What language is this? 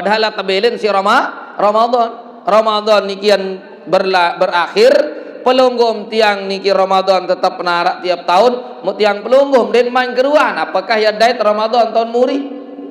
Sasak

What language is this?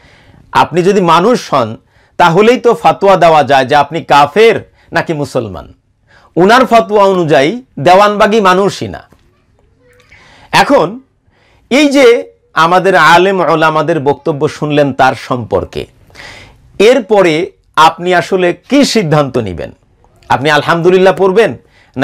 Bangla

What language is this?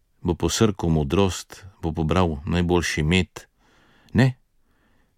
Slovenian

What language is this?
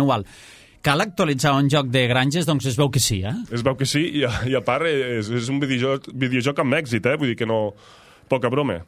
Catalan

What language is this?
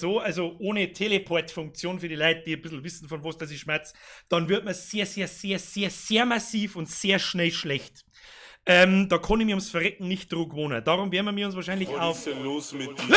Bavarian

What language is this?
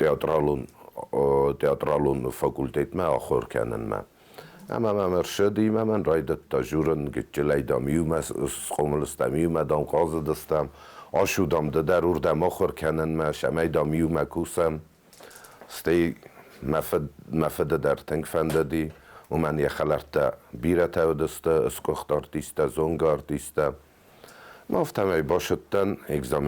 Ossetic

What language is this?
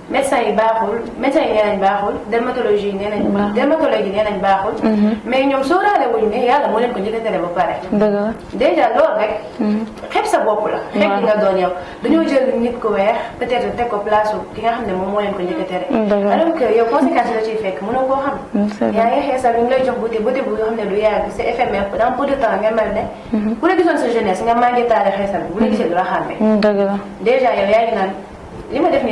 Wolof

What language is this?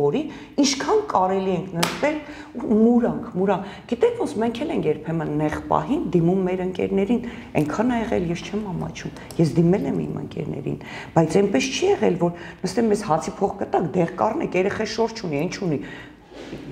Armenian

